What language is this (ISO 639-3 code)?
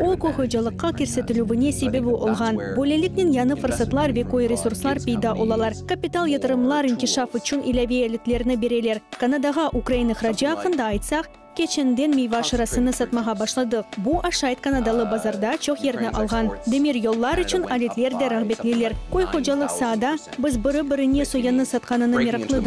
crh